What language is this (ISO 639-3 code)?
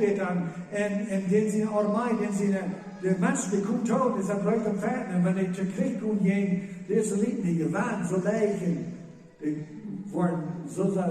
pdt